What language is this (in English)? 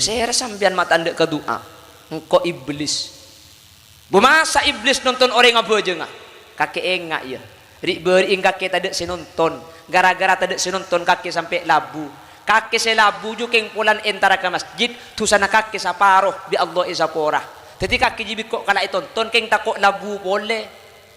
Madurese